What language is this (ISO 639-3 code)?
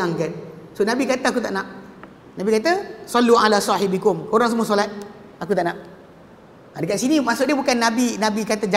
msa